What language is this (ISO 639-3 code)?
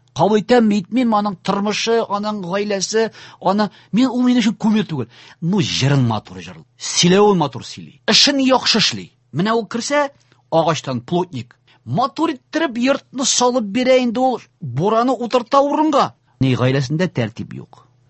tat